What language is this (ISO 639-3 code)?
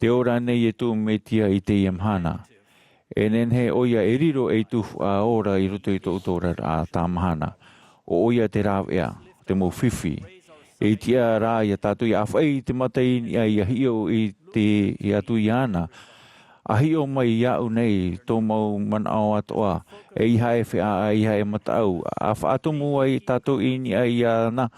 tah